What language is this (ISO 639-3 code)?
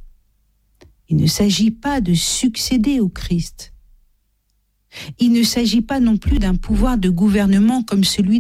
fra